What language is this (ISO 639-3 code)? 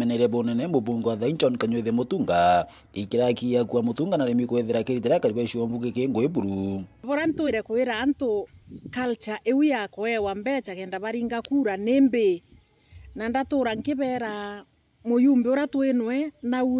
mer